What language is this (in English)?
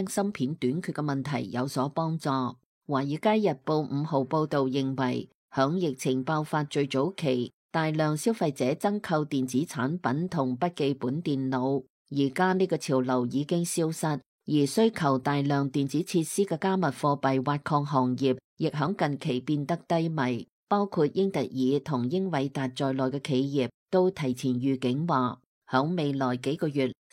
Cantonese